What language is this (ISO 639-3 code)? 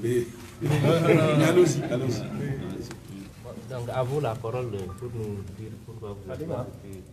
fra